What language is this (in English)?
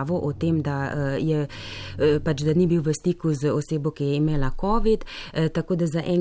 Slovenian